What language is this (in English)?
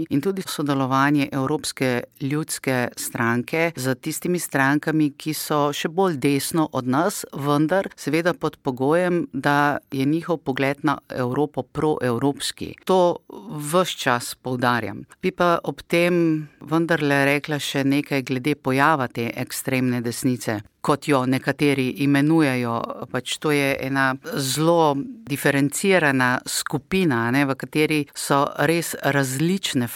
Slovenian